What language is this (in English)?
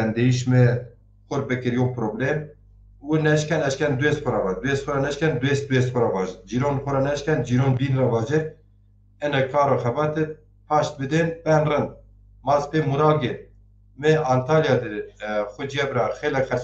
Zaza